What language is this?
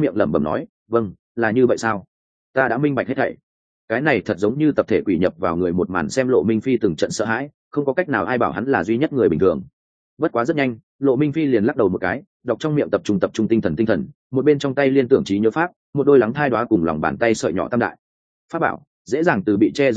Vietnamese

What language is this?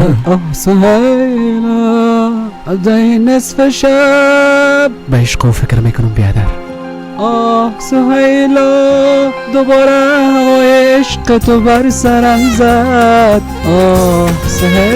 Persian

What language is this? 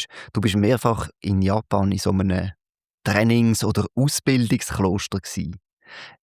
Swiss German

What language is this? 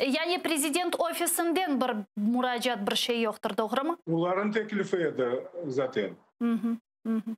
Crimean Tatar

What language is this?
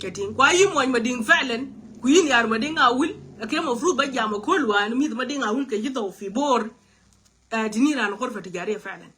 Nuer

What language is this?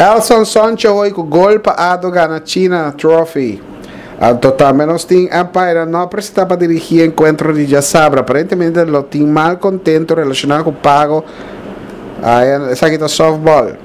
Papiamento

